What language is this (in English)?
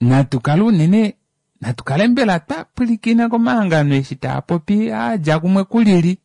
Kuanyama